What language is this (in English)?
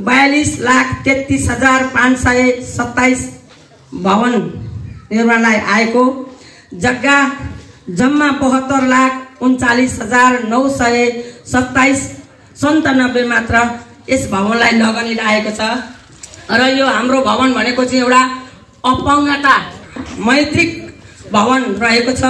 Nepali